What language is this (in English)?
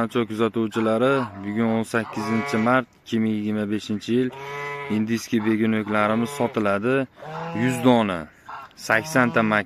Uzbek